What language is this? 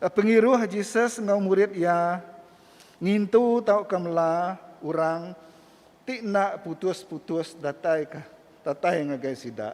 Iban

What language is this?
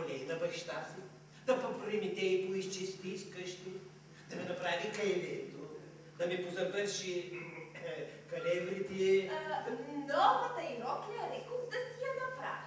Bulgarian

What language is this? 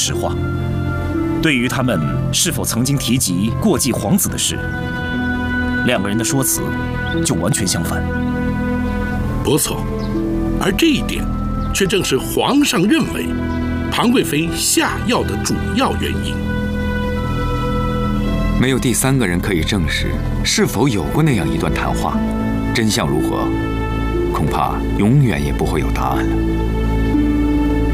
Chinese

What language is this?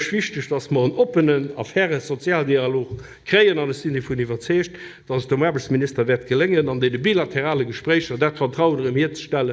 Luxembourgish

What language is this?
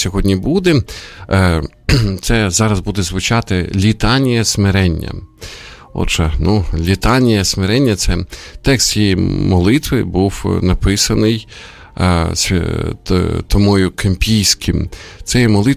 Ukrainian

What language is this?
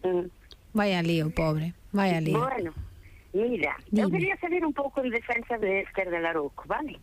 Galician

